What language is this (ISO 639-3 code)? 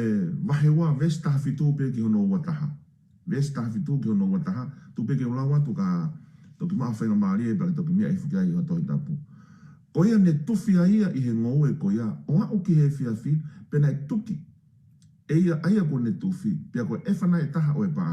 ton